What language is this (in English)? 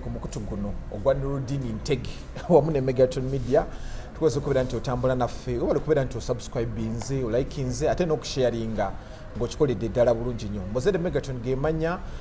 Ganda